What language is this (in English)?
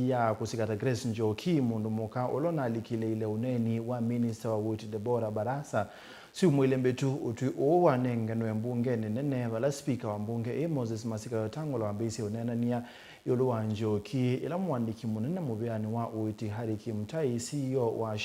Kamba